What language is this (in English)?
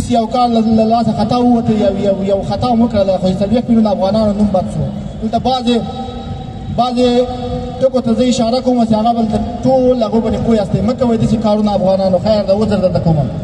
Pashto